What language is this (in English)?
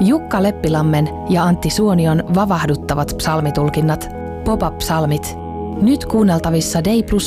Finnish